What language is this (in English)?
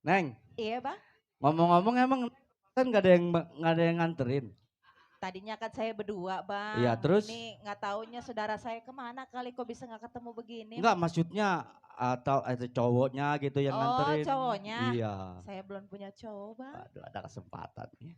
Betawi